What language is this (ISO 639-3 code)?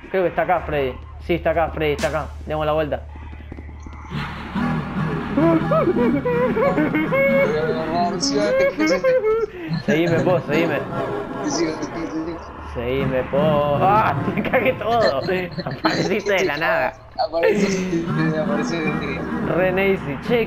spa